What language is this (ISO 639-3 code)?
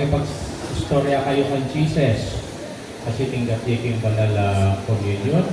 pam